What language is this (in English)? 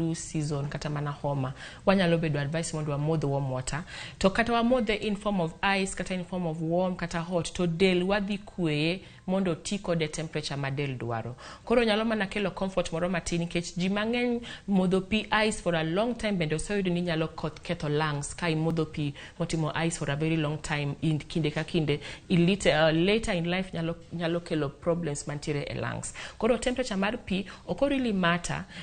Luo (Kenya and Tanzania)